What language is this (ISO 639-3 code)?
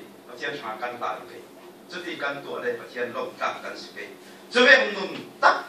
cfm